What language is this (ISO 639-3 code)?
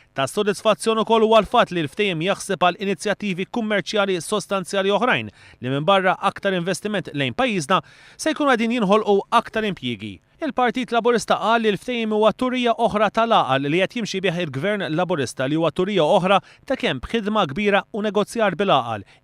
mlt